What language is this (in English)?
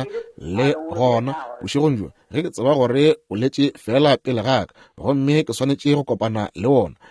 Northern Sotho